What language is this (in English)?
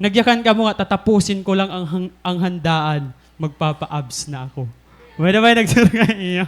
Waray